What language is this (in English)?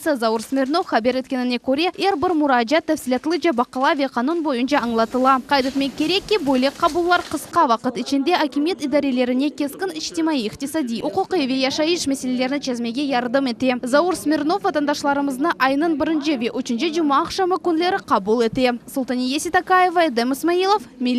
Crimean Tatar